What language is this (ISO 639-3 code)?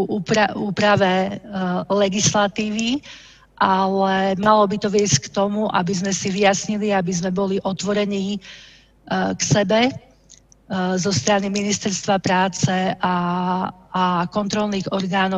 slk